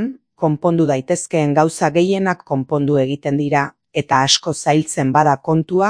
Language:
Basque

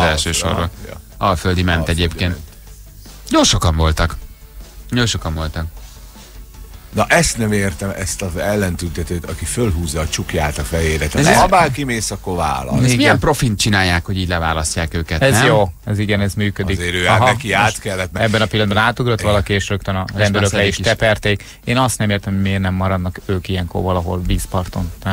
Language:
Hungarian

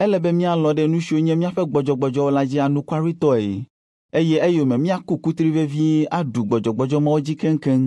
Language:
Ewe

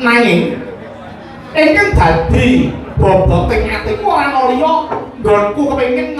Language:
Javanese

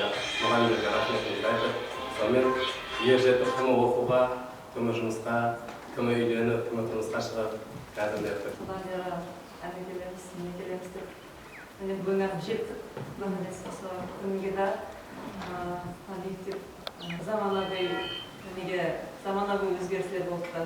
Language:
Kara-Kalpak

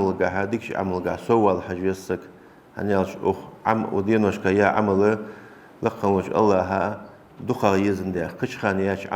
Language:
Ingush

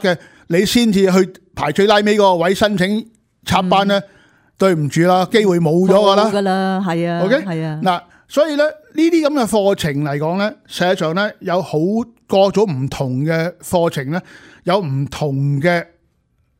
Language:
Cantonese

